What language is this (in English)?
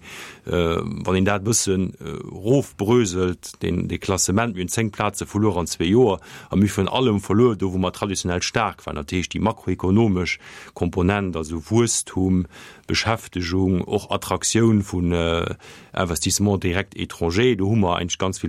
Luxembourgish